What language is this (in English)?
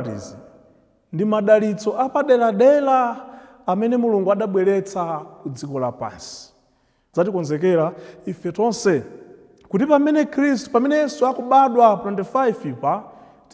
Nyanja